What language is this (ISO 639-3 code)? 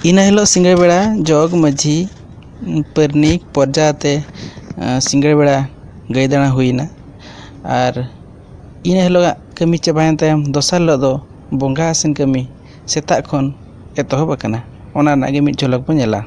sat